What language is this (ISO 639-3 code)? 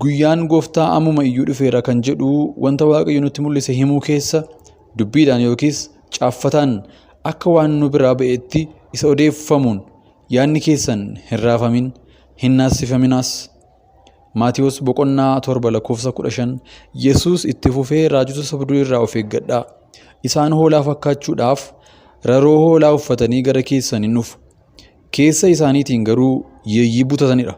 orm